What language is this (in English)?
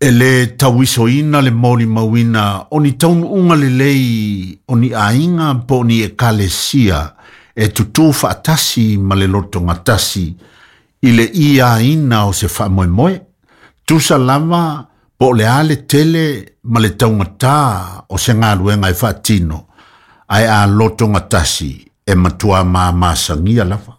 Samoan